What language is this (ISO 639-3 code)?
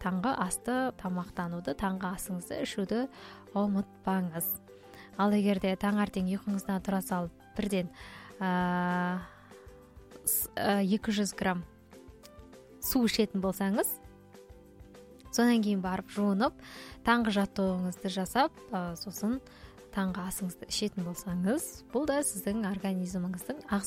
kaz